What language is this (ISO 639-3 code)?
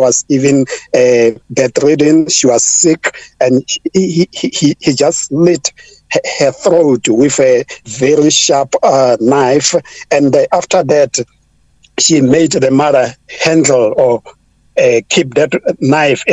eng